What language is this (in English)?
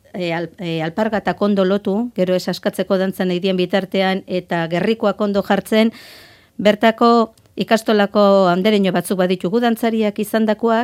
Basque